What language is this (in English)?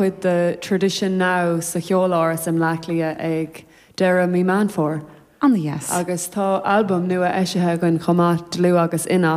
Irish